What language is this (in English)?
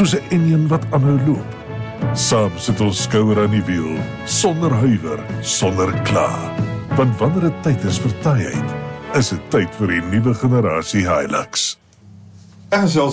Afrikaans